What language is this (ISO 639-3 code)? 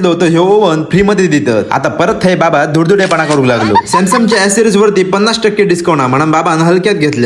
kok